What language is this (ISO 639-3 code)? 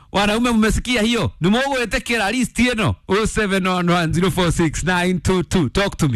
kik